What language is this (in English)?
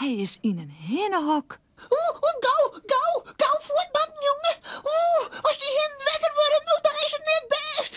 Western Frisian